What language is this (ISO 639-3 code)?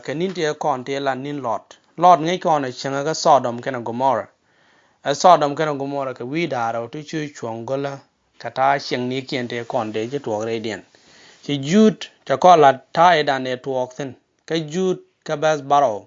nus